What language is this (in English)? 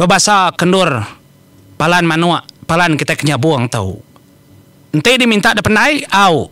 Iban